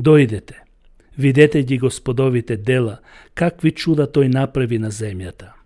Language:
Macedonian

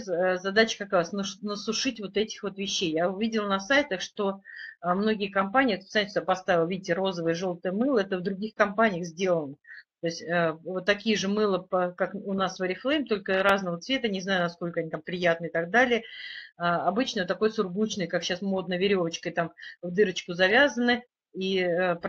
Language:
Russian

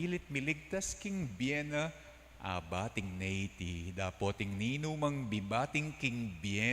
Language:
Pampanga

